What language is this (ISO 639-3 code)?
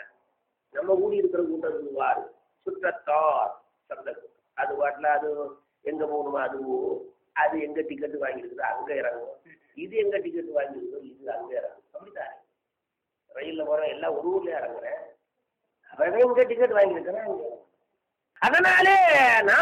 tam